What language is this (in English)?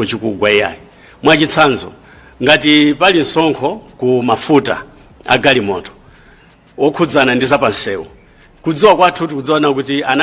Nyanja